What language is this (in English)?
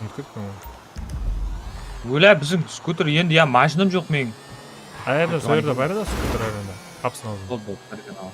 Kara-Kalpak